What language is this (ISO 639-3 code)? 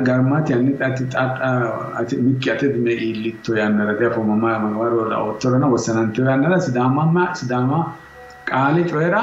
sid